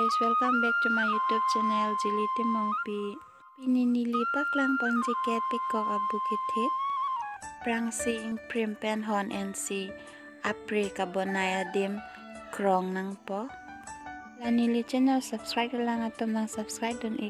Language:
Karbi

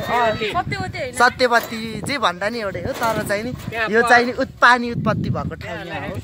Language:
Nepali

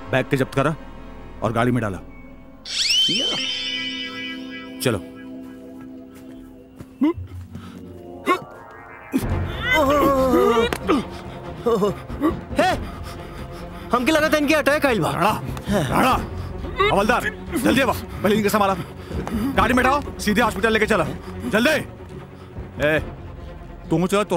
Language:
Bhojpuri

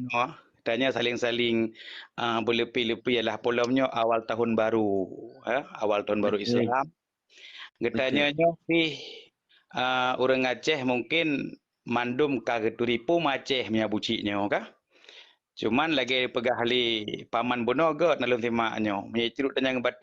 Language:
Achinese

